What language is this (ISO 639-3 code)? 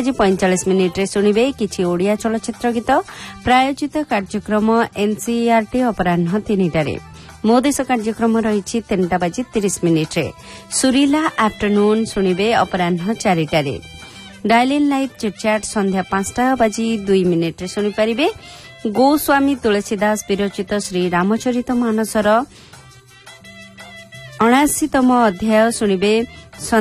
ori